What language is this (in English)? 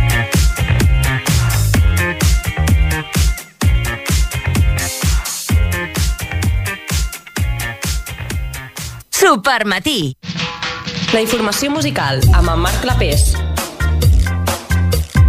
Catalan